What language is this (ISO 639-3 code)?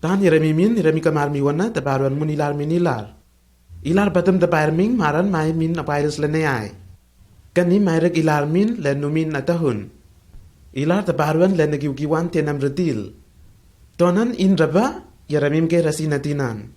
tnl